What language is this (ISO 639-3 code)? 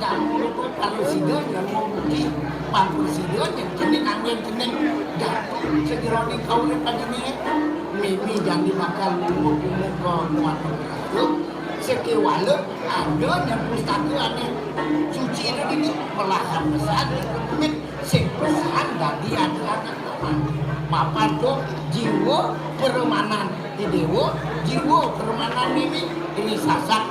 ban